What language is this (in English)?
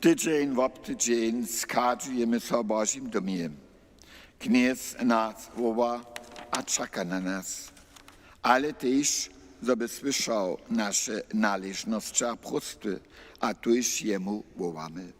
Upper Sorbian